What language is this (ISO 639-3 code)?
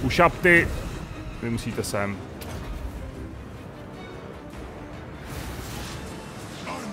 ces